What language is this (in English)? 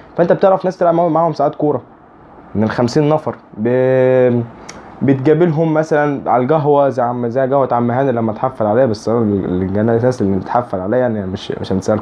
Egyptian Arabic